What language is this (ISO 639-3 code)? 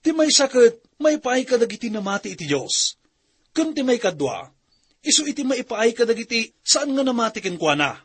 ilo